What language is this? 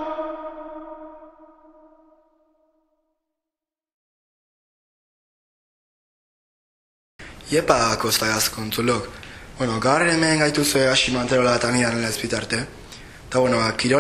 Basque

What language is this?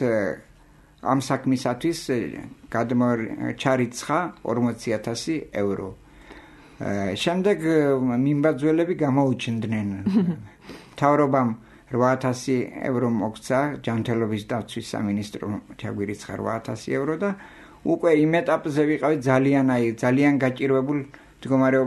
Georgian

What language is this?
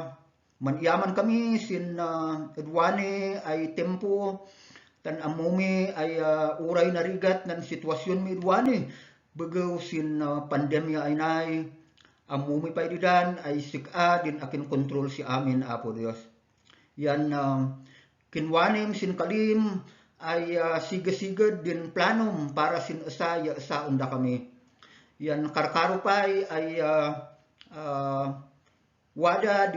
Kankanaey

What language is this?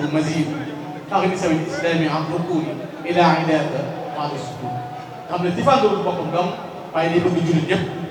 Wolof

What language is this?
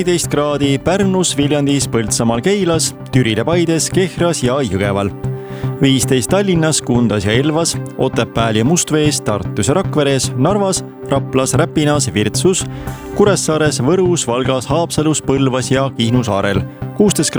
Estonian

